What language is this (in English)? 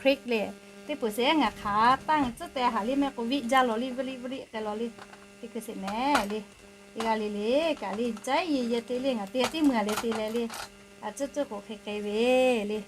Lahu